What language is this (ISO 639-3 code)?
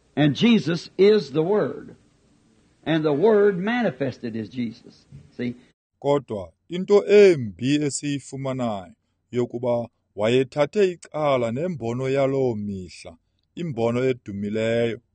xho